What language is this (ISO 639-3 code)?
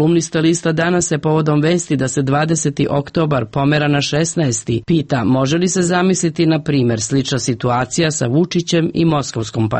srp